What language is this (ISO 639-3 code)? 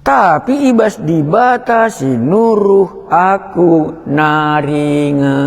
btx